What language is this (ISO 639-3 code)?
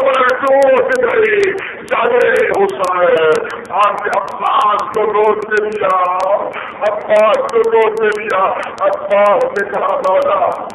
urd